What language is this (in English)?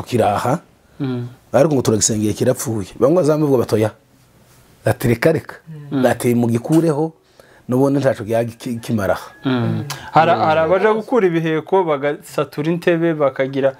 Kinyarwanda